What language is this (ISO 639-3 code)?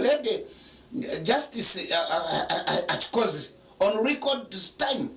nyn